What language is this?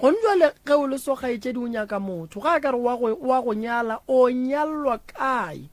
Northern Sotho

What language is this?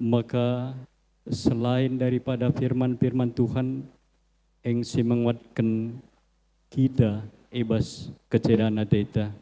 Batak Karo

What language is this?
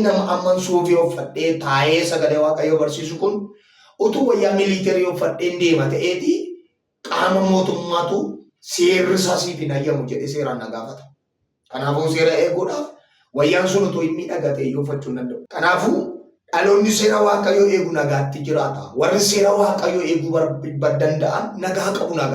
Oromo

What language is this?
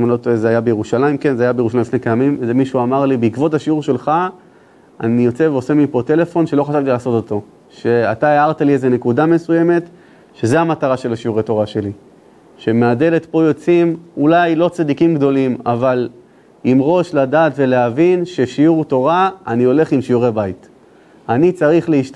Hebrew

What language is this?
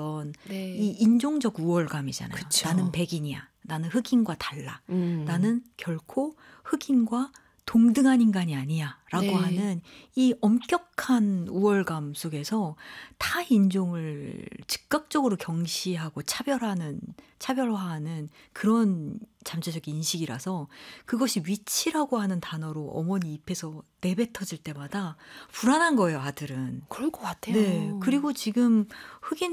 Korean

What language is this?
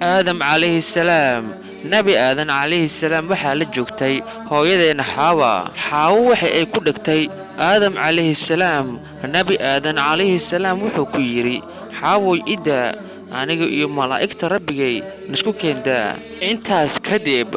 Somali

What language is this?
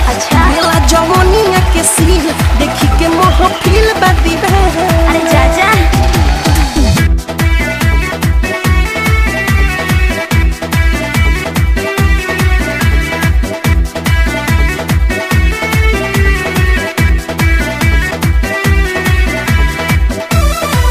Bhojpuri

